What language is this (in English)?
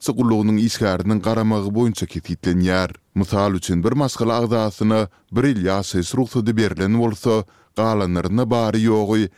Turkmen